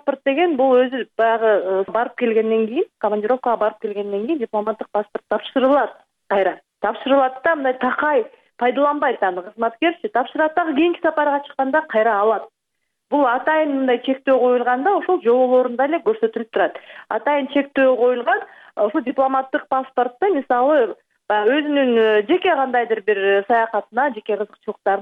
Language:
Kyrgyz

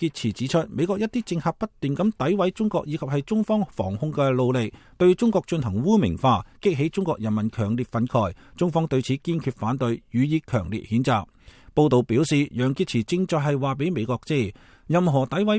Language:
Cantonese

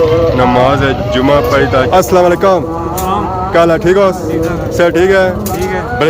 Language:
Pahari-Potwari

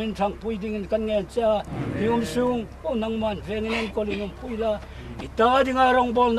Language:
Hmar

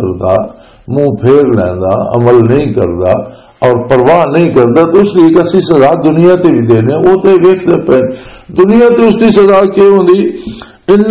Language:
Western Panjabi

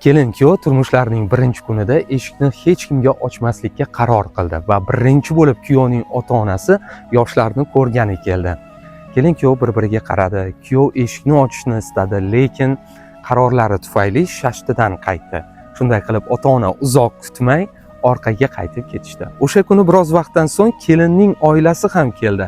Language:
Uzbek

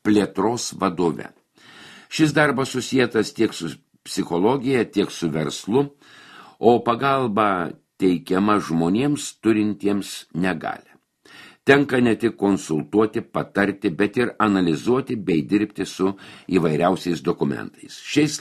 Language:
Lithuanian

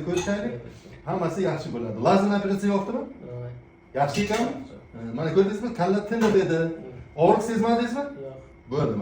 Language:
Uzbek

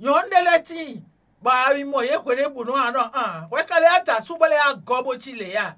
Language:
Fon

